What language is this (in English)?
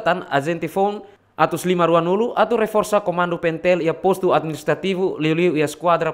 Tetum